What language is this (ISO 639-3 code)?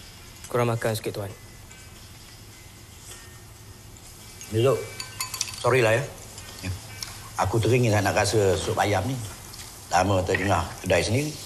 msa